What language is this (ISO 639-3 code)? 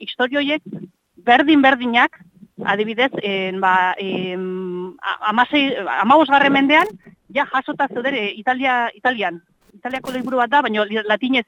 eus